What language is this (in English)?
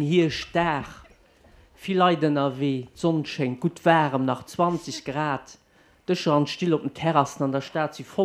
Luxembourgish